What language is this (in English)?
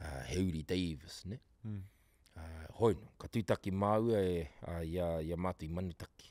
Māori